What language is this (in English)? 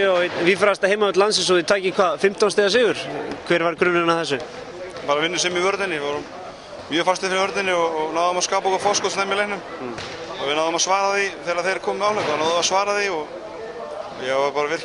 Icelandic